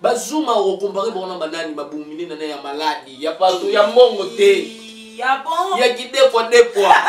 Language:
Lingala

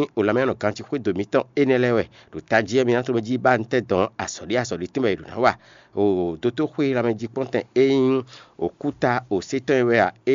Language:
Fon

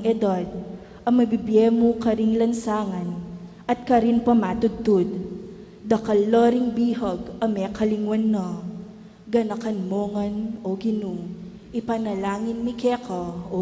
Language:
Pampanga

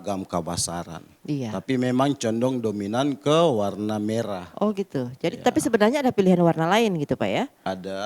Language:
Manado Malay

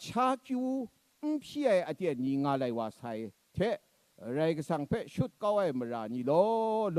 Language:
Kachin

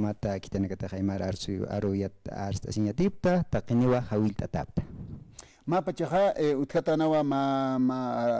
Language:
Aymara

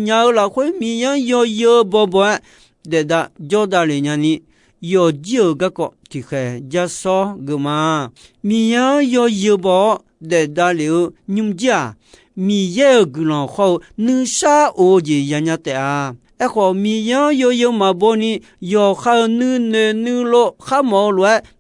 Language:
Akha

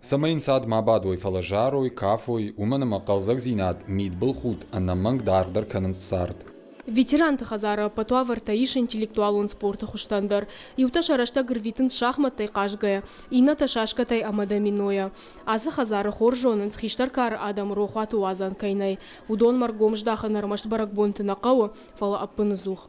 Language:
Ossetic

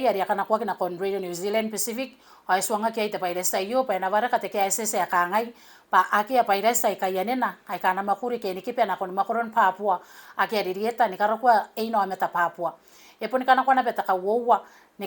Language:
Gilbertese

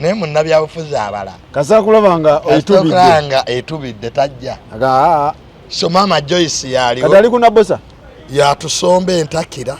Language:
Ganda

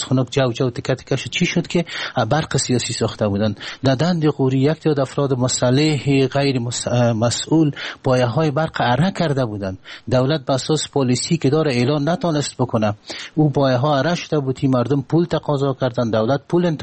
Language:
Persian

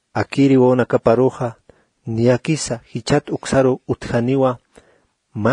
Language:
Aymara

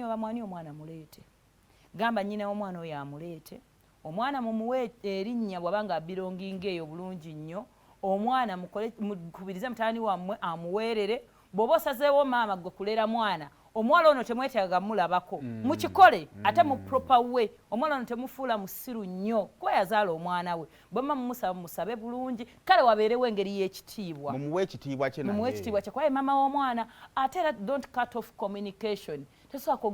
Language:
Ganda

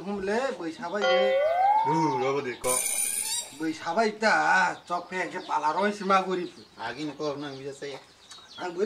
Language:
Kok Borok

